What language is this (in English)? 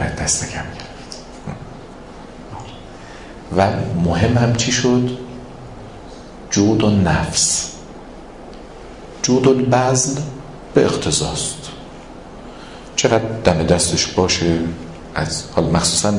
Persian